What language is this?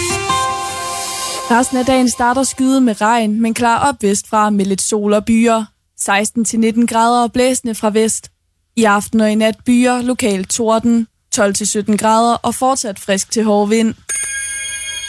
Danish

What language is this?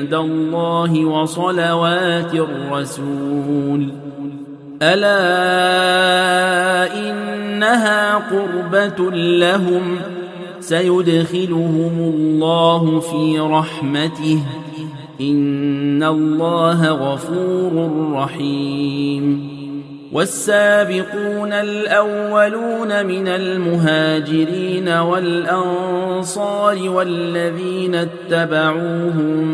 Arabic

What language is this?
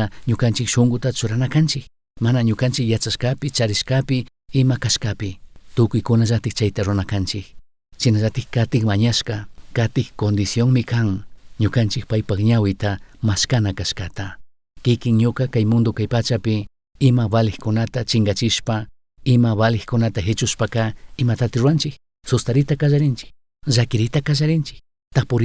Chimborazo Highland Quichua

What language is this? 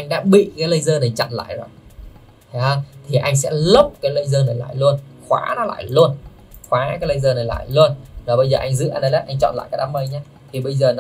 Vietnamese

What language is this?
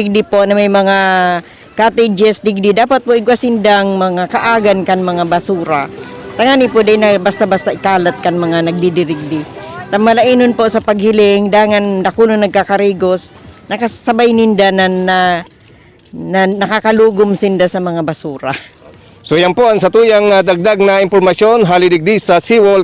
Bikol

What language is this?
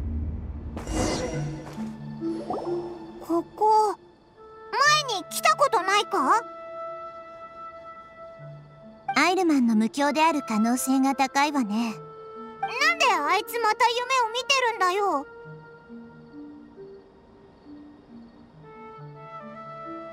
Japanese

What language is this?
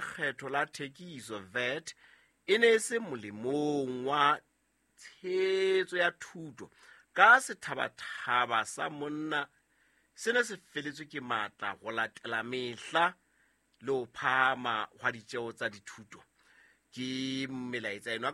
Southern Sotho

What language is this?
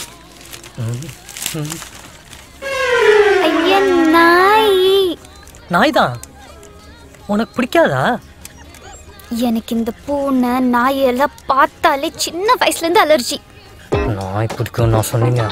Tamil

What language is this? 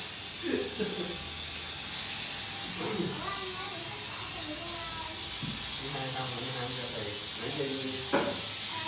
Vietnamese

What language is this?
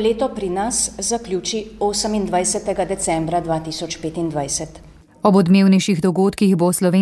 Slovenian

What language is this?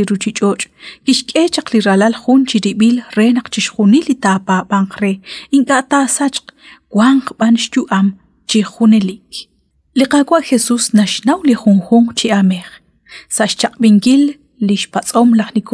Kekchí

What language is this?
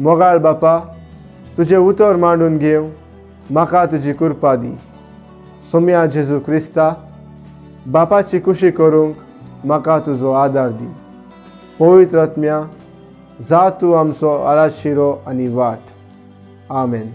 Konkani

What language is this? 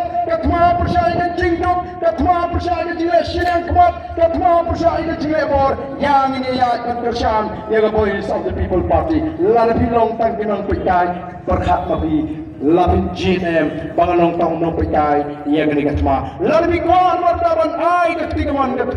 Khasi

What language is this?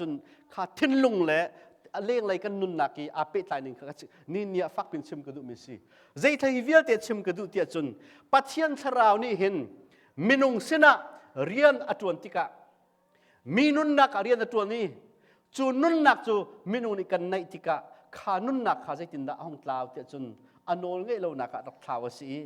Hakha Chin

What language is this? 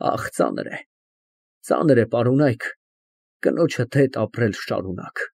Armenian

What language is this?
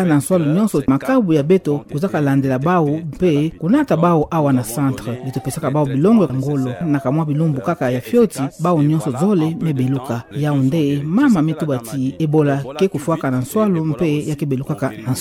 Kituba (Democratic Republic of Congo)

